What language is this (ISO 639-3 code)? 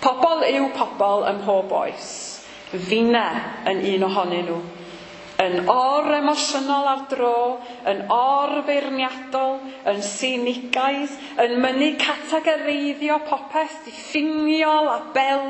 cym